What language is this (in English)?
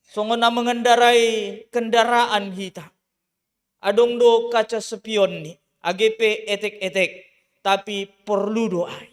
Batak Simalungun